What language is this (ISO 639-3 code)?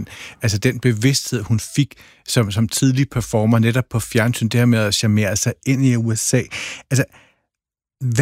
dan